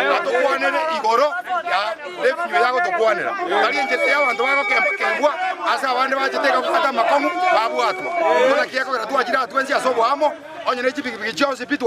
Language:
Gusii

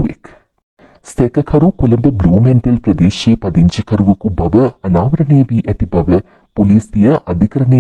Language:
Sinhala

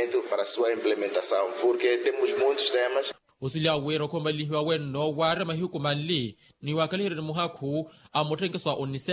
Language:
Makhuwa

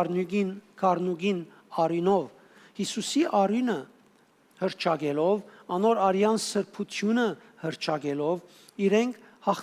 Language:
Western Armenian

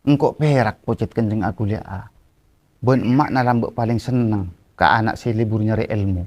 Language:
Madurese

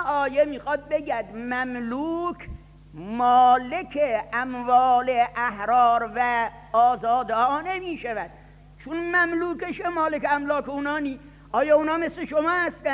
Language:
Persian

